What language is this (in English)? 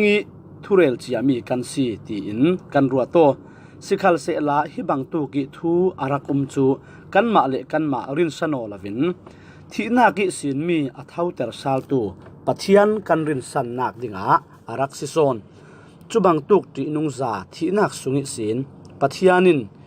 Falam Chin